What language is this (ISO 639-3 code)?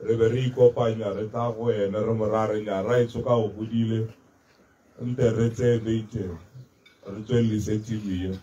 tsn